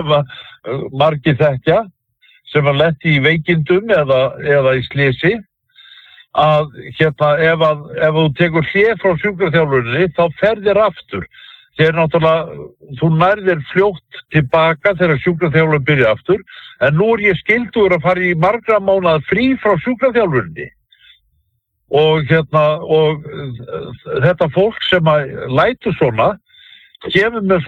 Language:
Icelandic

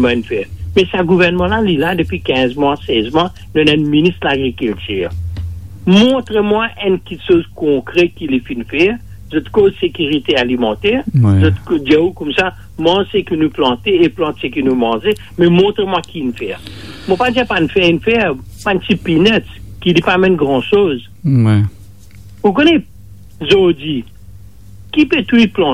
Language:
Morisyen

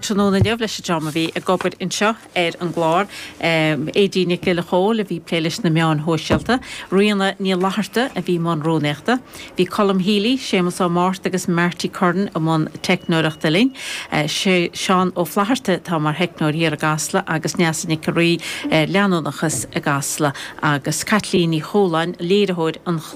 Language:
Irish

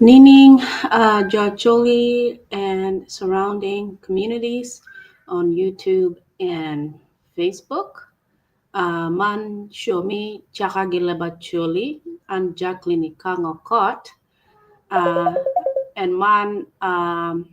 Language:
Acoli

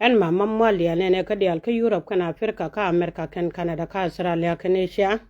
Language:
Nuer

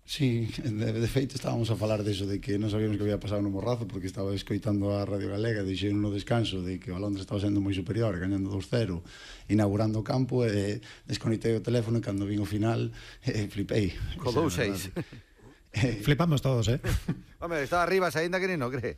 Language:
Galician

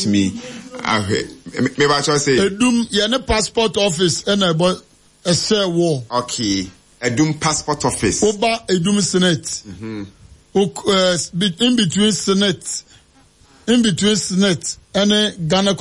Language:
Akan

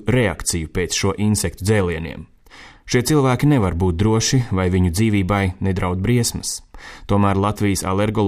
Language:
Latvian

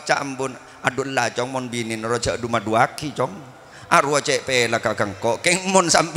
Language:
Madurese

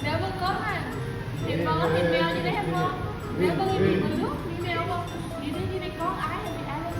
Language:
Northeastern Thai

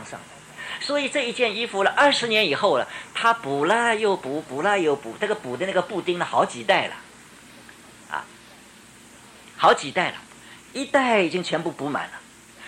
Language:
Chinese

